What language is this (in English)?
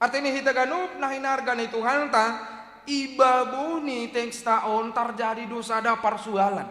Batak Simalungun